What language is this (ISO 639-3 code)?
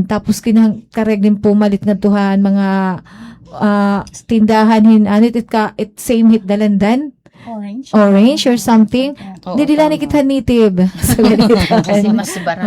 war